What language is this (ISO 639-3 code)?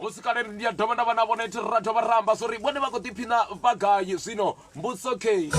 ven